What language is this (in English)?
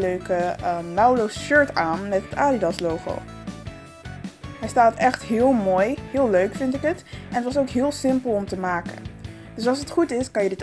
Dutch